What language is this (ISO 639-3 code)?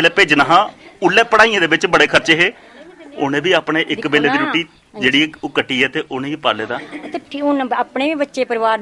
doi